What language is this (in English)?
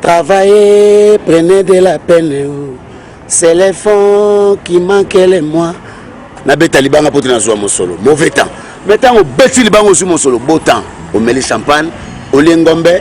Lingala